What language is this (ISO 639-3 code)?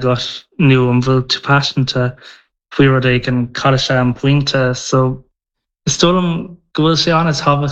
gle